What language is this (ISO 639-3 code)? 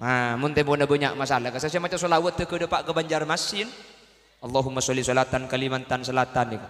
mad